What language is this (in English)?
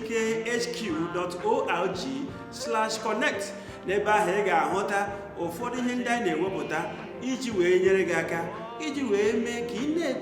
Igbo